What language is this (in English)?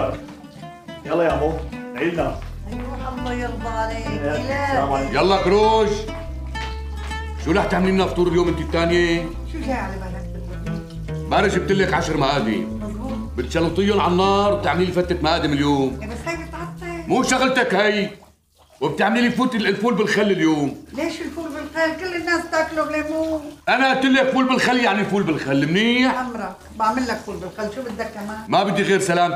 North Levantine Arabic